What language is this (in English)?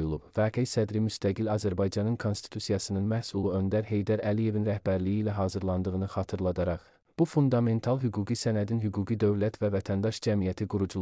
Azerbaijani